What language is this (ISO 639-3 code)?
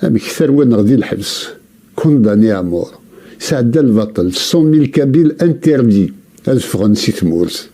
kab